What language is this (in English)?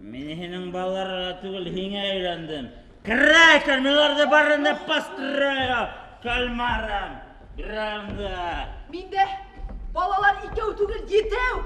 Bashkir